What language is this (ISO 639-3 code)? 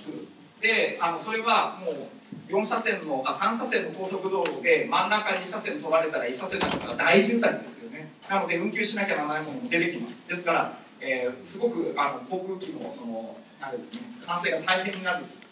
jpn